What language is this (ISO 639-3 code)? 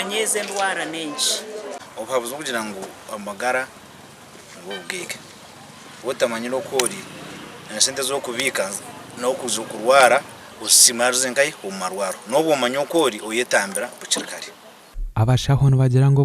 nyn